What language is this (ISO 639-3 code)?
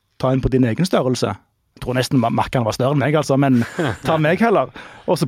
nor